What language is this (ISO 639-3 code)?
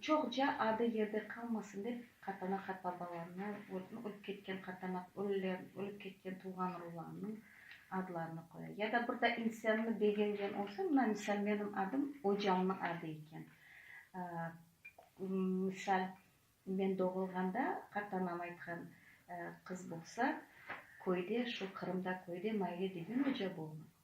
crh